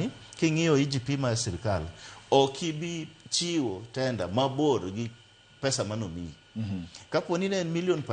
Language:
Luo (Kenya and Tanzania)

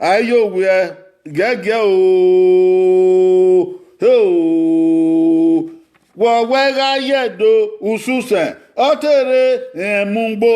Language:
Bini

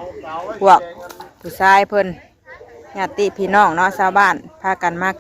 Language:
Northeastern Thai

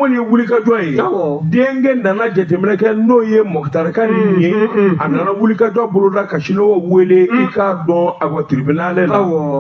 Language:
Bambara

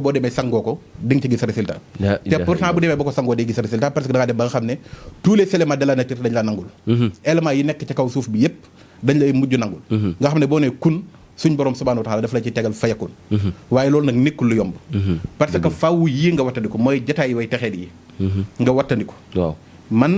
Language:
Wolof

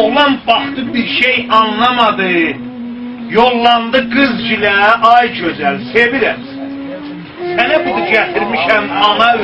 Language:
South Azerbaijani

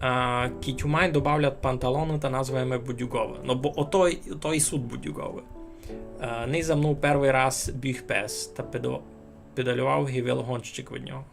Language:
Rusyn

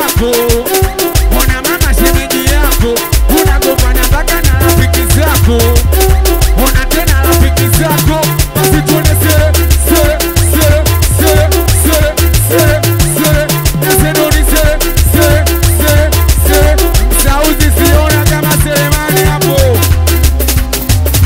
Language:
Swahili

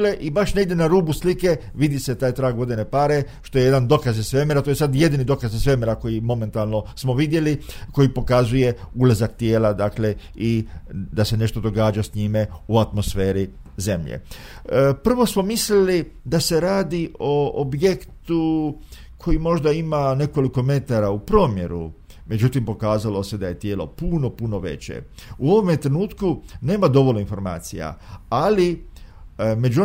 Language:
Croatian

